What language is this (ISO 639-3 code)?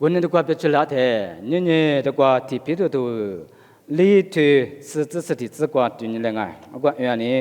lis